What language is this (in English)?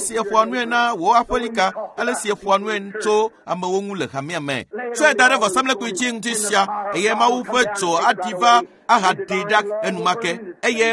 Ewe